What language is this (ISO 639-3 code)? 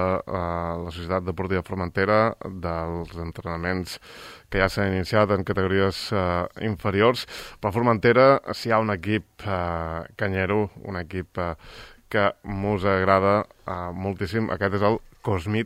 cat